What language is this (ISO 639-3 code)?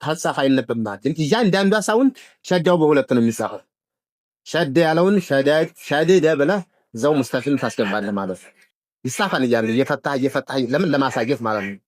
amh